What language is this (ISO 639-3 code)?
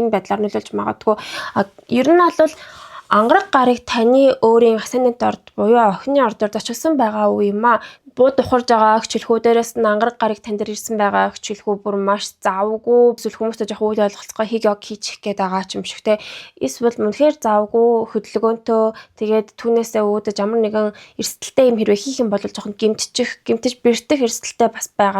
mon